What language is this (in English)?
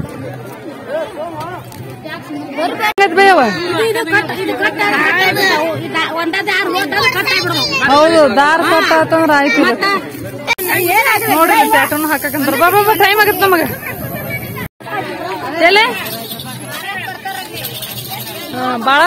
Kannada